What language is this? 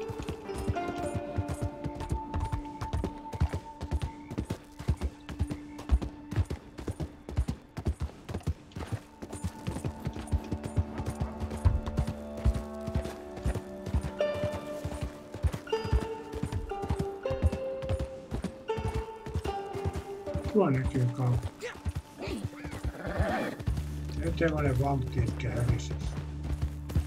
Finnish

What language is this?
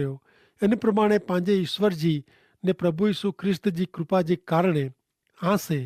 Kachhi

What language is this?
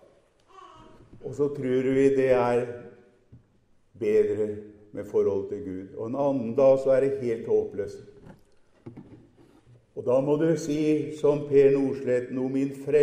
Norwegian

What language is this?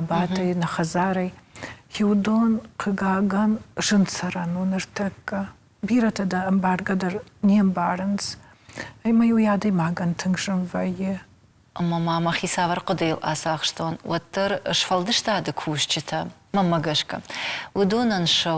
Ossetic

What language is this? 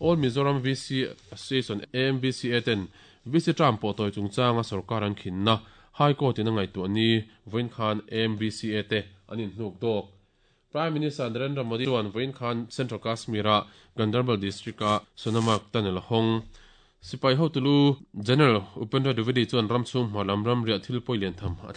Mizo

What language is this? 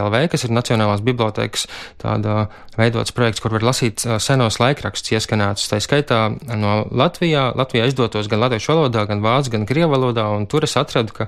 Latvian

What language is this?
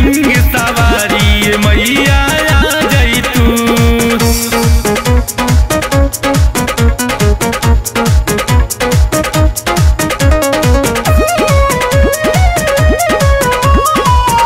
Bhojpuri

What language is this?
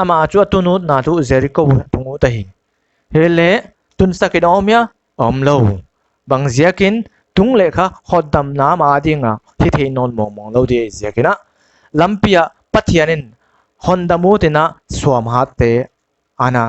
Paite Chin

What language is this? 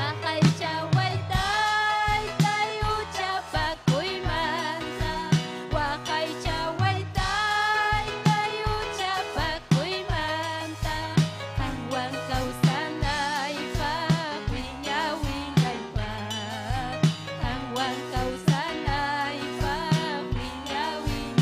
Ayacucho Quechua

